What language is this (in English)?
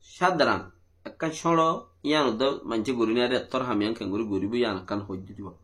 Rohingya